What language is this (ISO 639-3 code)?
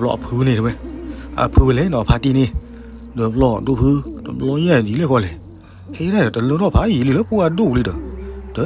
ksw